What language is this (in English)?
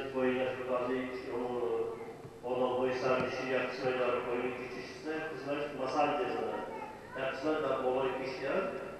Tajik